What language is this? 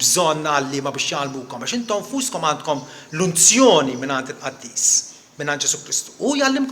Maltese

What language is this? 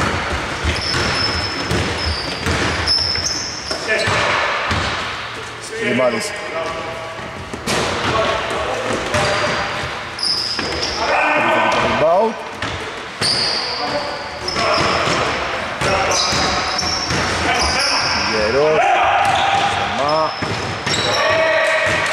Greek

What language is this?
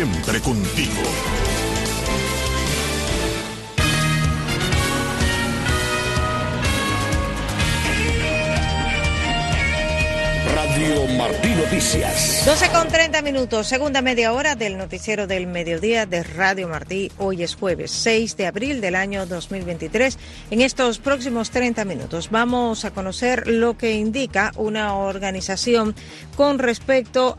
Spanish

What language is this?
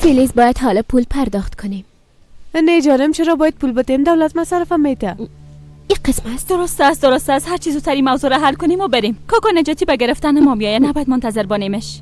Persian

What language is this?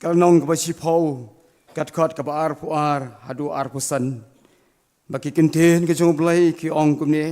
Khasi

